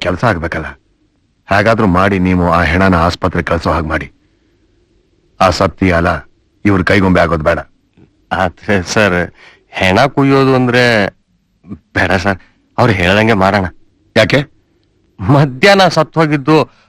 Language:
Kannada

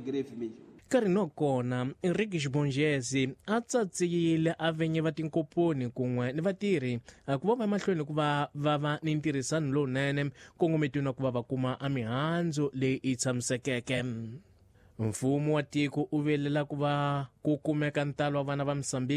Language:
Tsonga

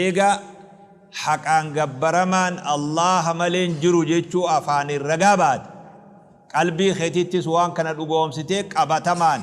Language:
Oromo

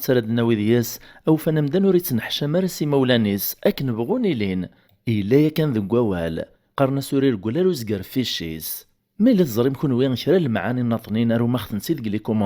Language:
Kabyle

